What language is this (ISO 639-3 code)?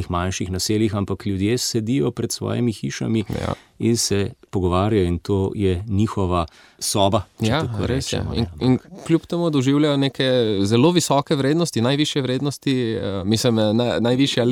slv